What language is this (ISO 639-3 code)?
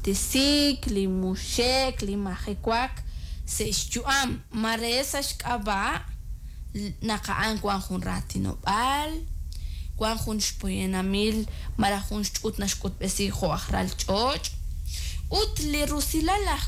kek